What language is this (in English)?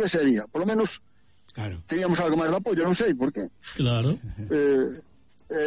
Galician